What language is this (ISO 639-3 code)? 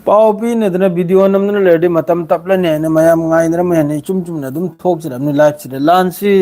mni